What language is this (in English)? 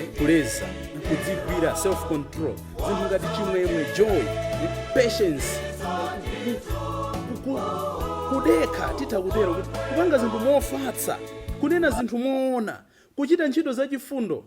Nyanja